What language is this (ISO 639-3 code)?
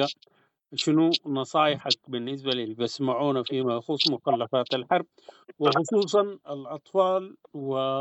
apd